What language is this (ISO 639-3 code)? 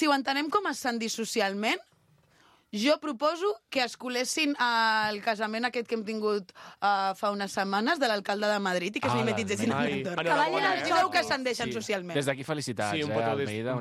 cat